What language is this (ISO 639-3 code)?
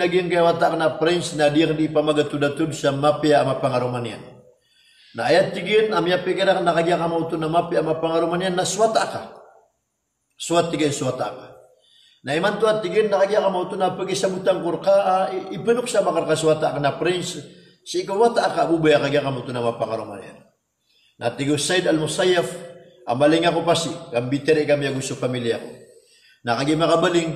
mrw